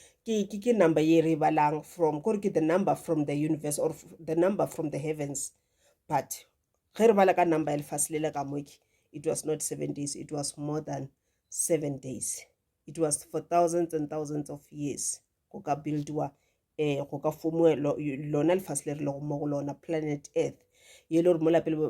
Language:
Northern Sotho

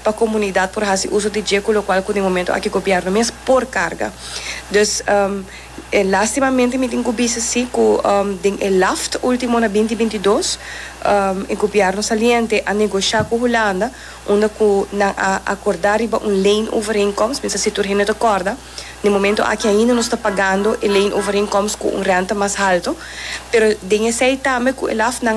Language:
Papiamento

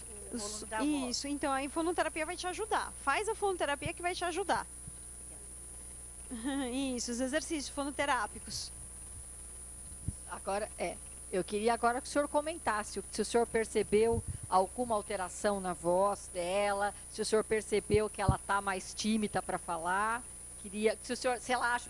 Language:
Portuguese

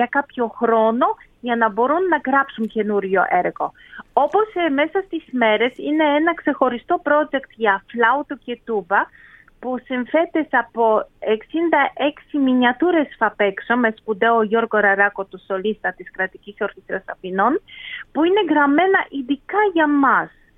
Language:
Greek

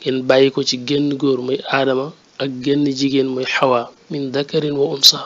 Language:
Wolof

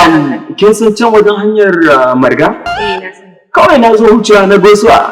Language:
Hausa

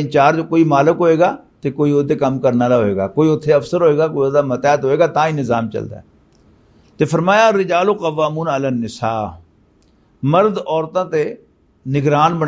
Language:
Western Panjabi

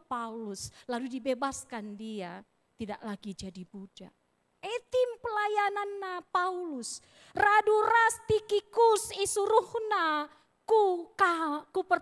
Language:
Batak Karo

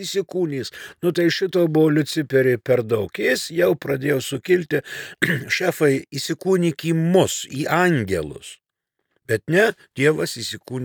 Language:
Lithuanian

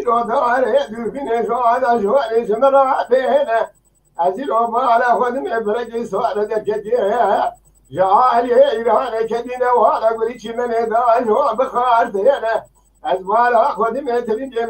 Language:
Kurdish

